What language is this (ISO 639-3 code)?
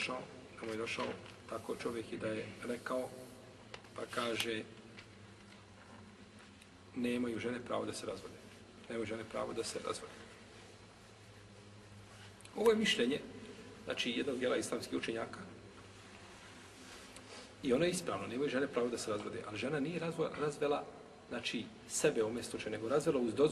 bos